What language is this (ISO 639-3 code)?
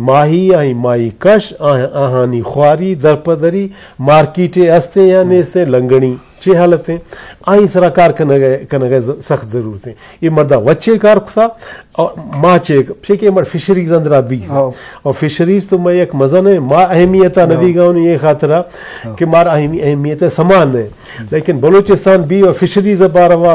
bgp